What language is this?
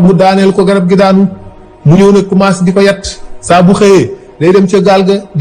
Wolof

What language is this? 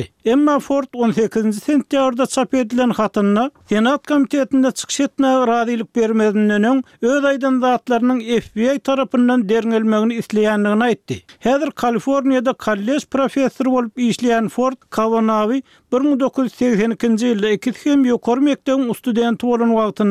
Turkmen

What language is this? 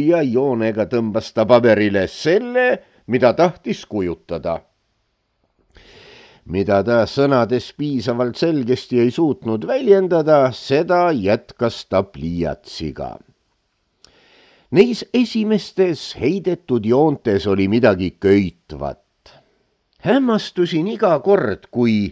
Estonian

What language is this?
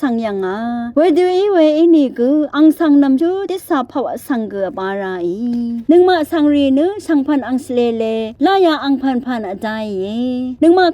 Rawang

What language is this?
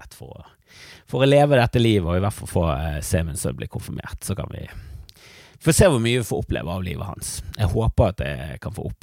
Norwegian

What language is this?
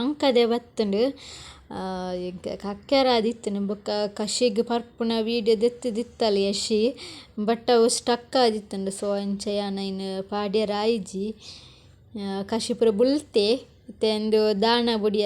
Tulu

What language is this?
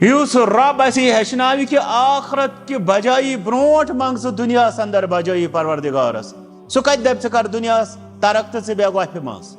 Kashmiri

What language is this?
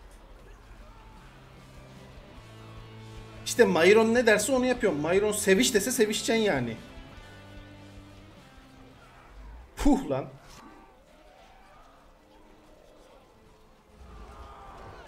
Turkish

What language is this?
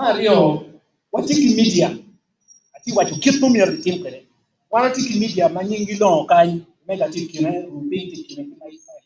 Acoli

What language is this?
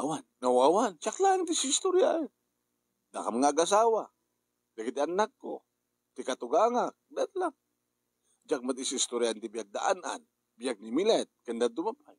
Iloko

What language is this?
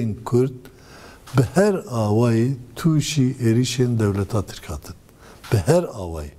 Kurdish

